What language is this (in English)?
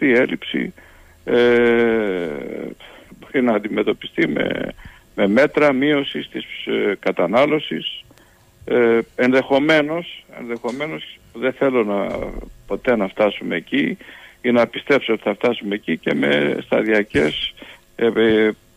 Greek